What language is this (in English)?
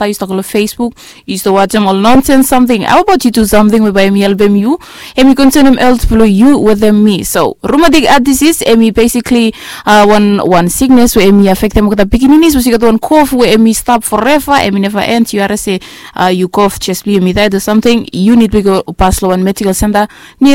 Bislama